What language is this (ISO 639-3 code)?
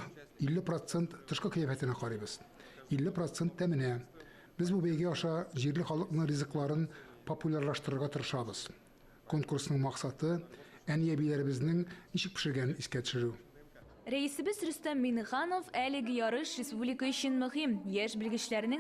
tat